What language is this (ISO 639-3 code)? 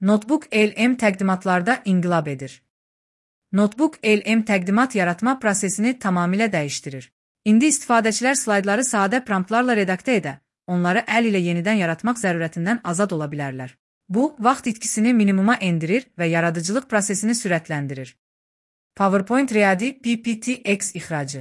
aze